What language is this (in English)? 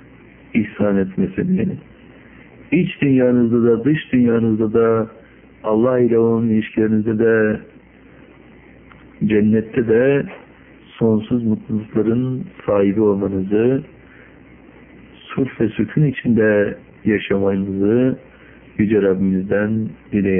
Turkish